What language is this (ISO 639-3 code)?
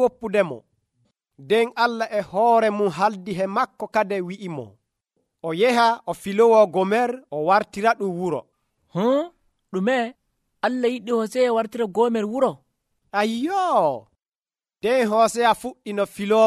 fuv